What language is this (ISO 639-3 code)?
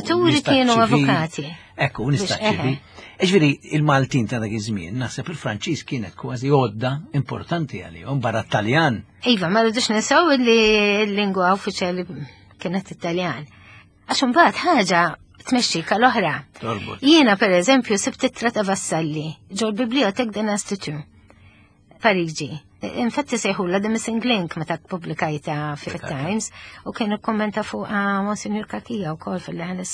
mlt